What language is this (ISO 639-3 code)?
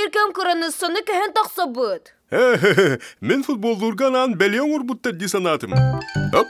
sah